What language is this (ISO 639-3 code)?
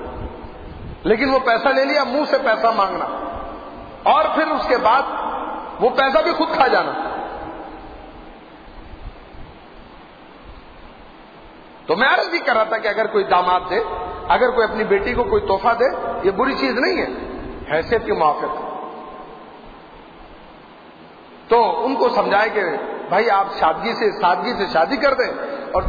urd